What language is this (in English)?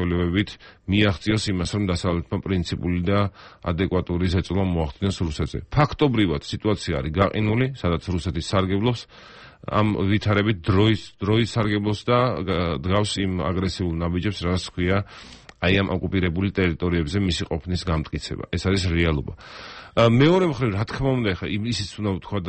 Georgian